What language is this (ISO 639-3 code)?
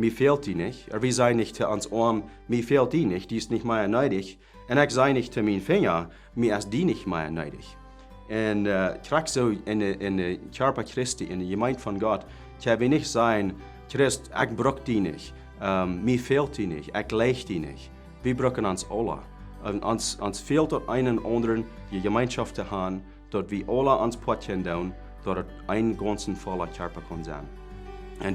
pdt